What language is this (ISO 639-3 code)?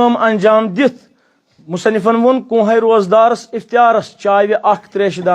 kas